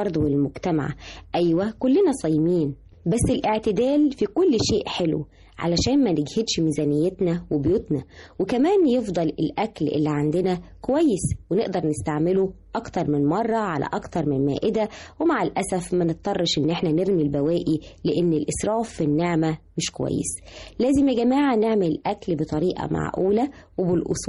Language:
Egyptian Arabic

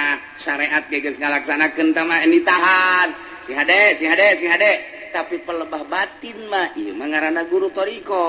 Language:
Sundanese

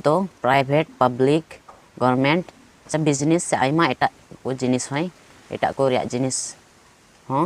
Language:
Santali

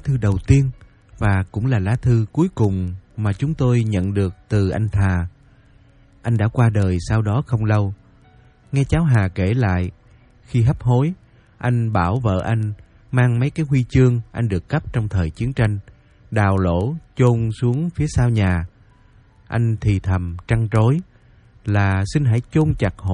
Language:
Vietnamese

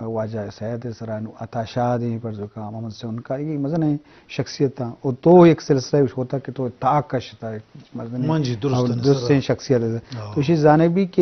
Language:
Eastern Balochi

